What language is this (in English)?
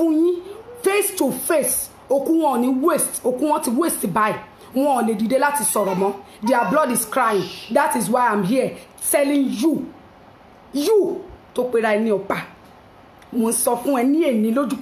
Yoruba